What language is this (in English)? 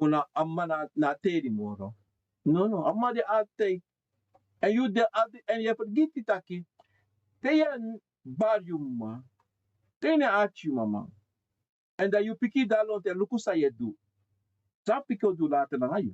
Sranan Tongo